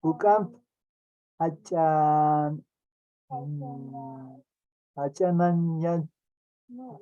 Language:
Aymara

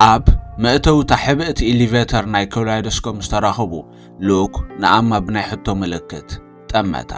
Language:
Tigrinya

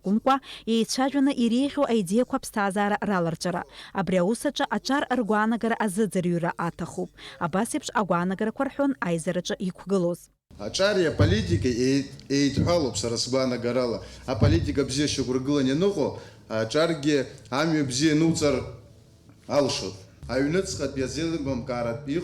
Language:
Abkhazian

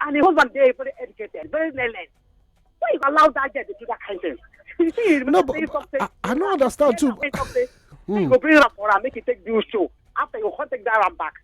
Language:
Nigerian Pidgin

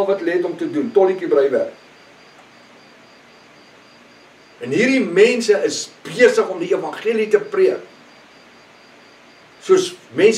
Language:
Afrikaans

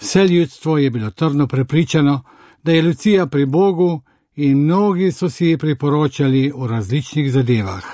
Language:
Slovenian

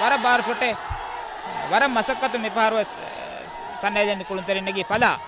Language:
Divehi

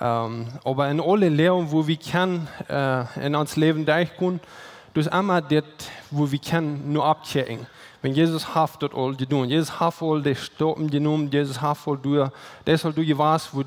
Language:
Plautdietsch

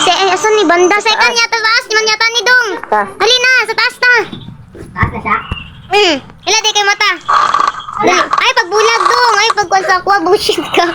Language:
Cebuano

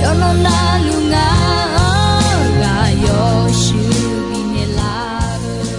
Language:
Akha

